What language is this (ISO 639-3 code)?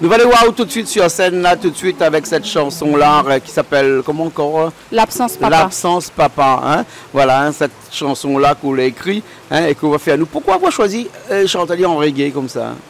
rcf